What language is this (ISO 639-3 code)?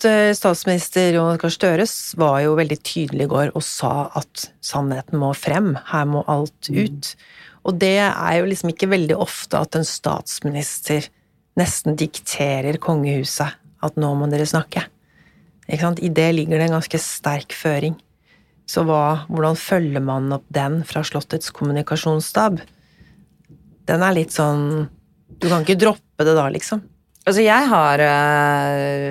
nor